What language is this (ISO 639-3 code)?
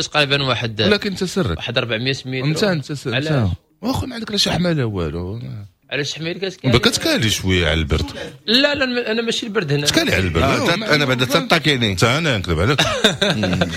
ary